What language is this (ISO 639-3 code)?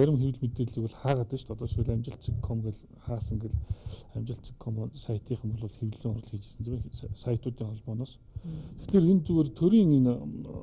mon